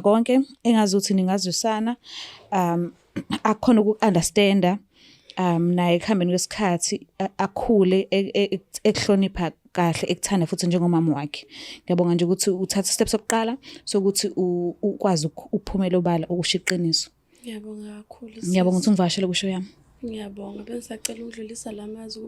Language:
Zulu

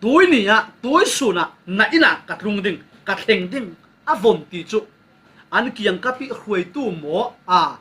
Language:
Falam Chin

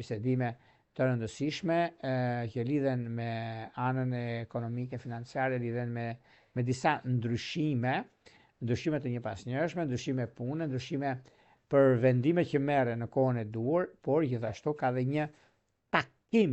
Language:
Albanian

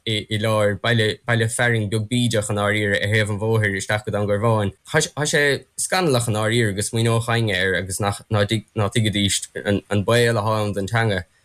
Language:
Irish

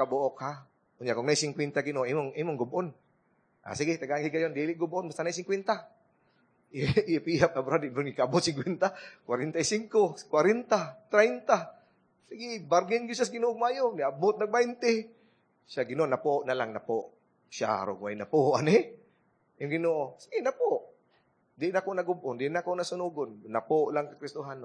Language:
Cebuano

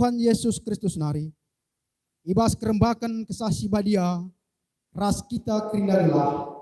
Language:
Batak Karo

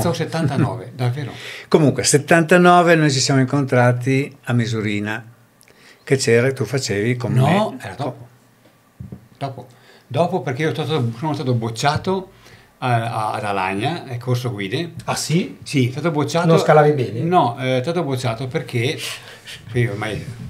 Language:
Italian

